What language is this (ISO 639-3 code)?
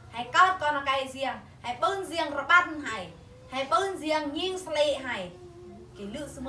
bru